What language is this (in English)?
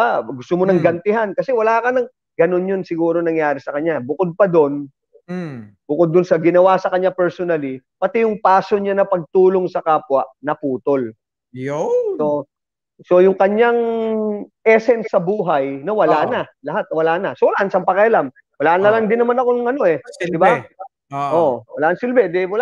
Filipino